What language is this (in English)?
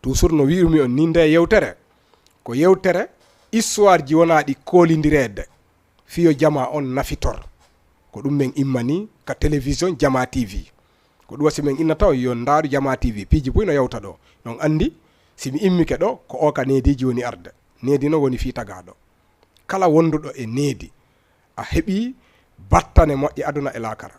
Fula